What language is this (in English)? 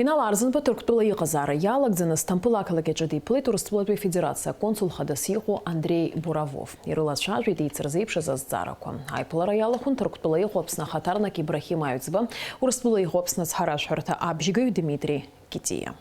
Abkhazian